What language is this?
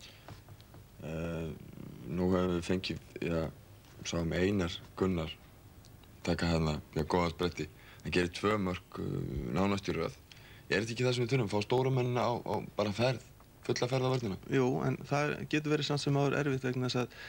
Icelandic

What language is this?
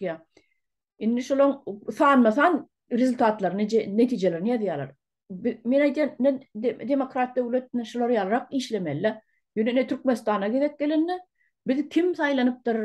Turkmen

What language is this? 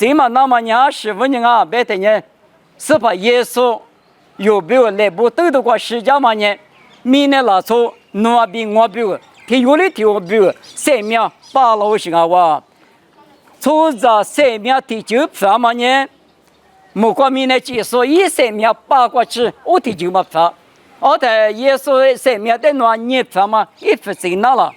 Lisu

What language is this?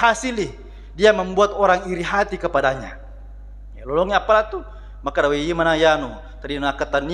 Buginese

